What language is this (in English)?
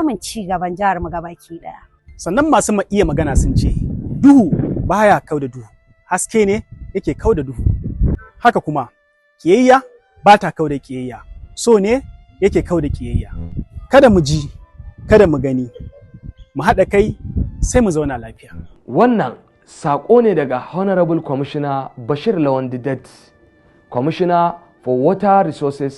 Hausa